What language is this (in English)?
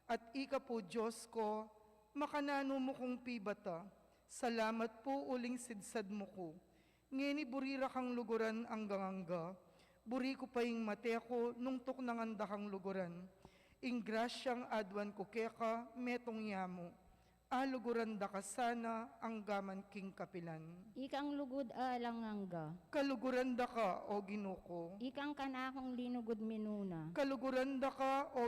Pampanga